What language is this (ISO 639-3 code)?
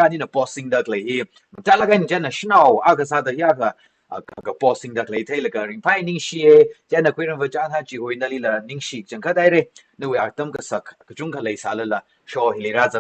nmf